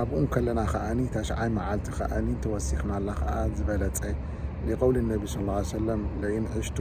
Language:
Tigrinya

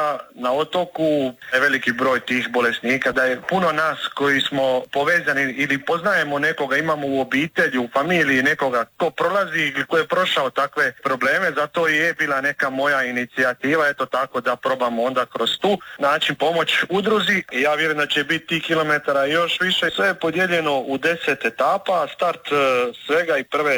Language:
Croatian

